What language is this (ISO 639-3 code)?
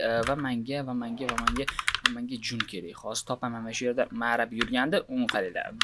uzb